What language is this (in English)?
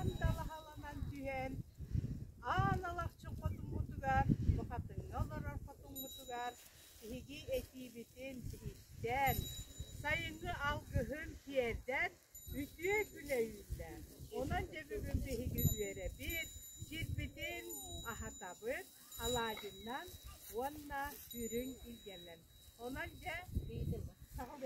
Yakut